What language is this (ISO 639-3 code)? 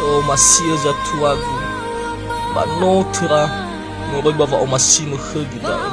nia